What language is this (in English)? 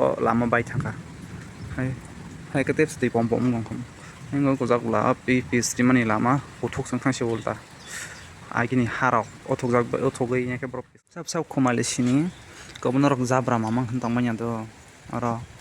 Kok Borok